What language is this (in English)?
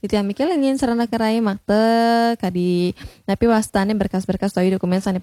Balinese